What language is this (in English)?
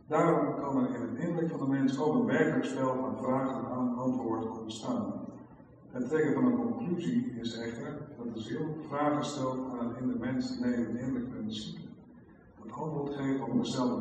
Dutch